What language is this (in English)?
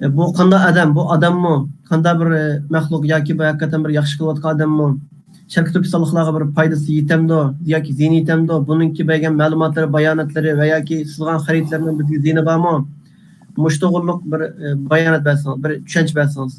Uyghur